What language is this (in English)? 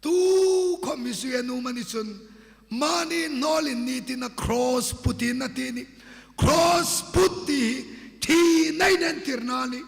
Hmar